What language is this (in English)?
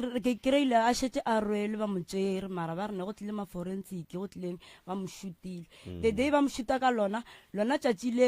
Northern Sotho